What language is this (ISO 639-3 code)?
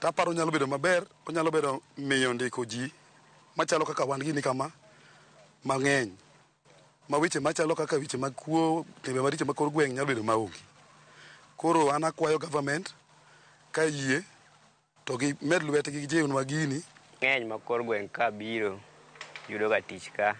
luo